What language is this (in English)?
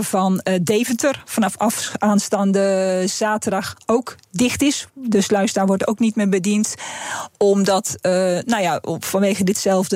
Dutch